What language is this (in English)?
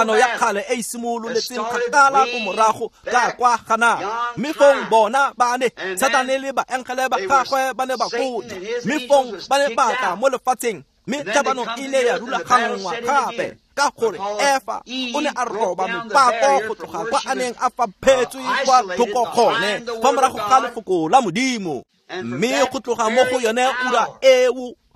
Tswana